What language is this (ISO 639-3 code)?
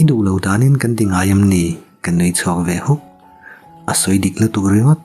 lus